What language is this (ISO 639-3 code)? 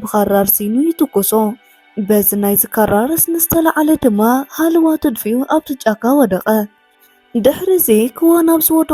tir